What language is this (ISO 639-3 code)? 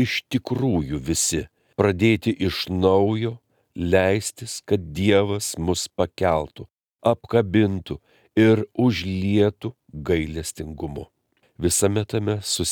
lit